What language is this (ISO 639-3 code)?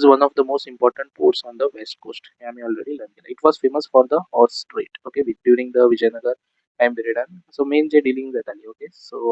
kok